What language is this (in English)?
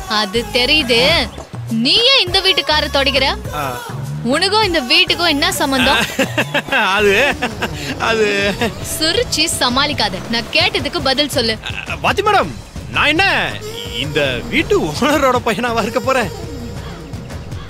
Tamil